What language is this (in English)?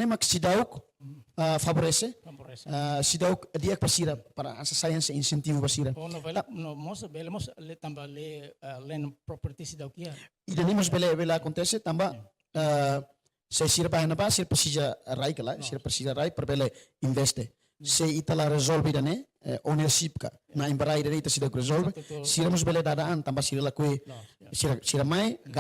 Tetum